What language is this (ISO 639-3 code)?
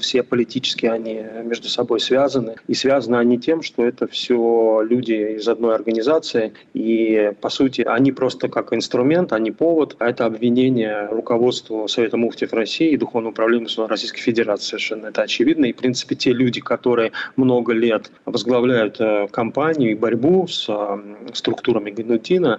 rus